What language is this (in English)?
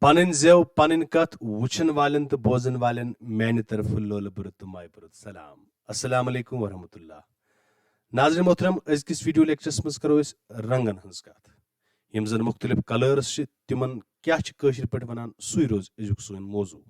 Kashmiri